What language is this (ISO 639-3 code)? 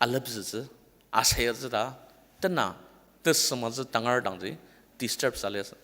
njo